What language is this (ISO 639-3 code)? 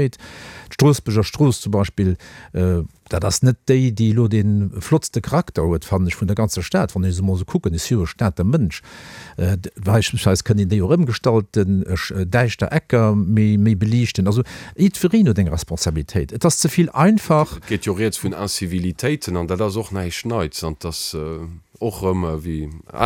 ltz